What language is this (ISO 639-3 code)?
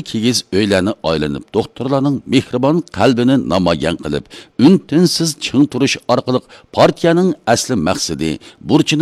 uig